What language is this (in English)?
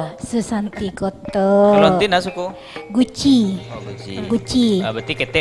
Minangkabau